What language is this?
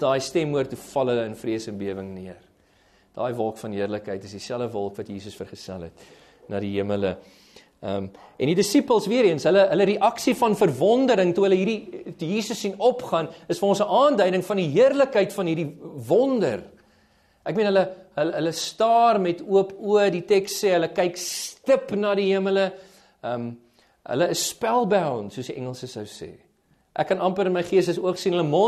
Afrikaans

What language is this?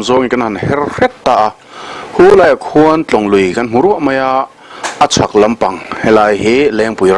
Mizo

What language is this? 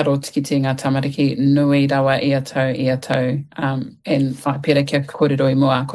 Māori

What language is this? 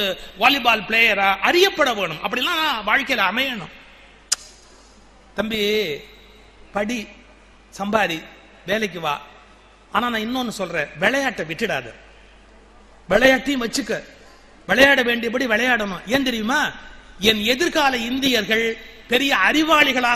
Tamil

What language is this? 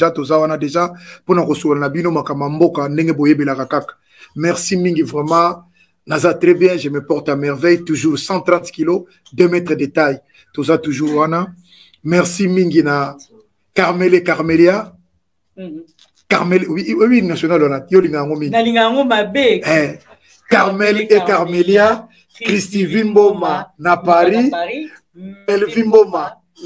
Lingala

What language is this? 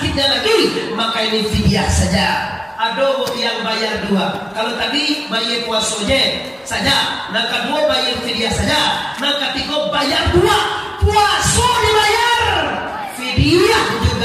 Minangkabau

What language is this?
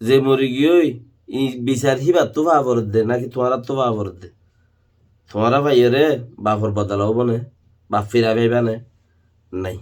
Rohingya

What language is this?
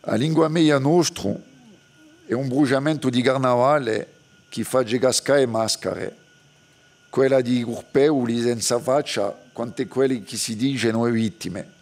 Corsican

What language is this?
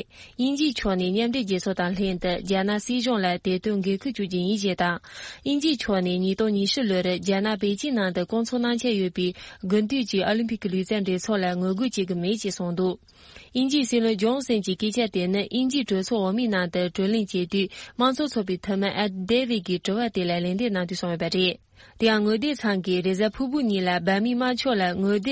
Tibetan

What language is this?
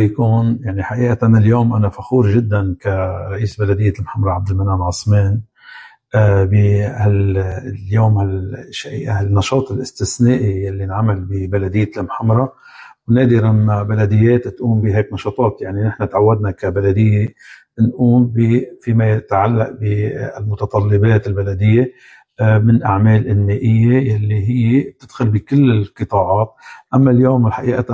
North Levantine Arabic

